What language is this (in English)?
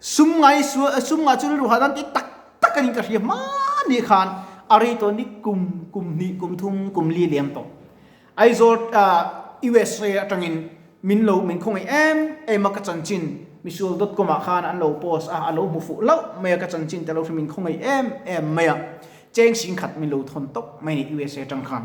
Mizo